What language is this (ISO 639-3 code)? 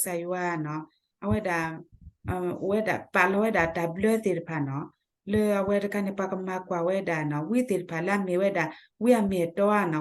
ksw